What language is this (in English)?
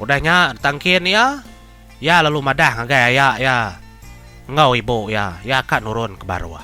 Iban